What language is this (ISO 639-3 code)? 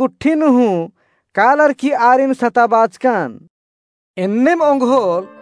kru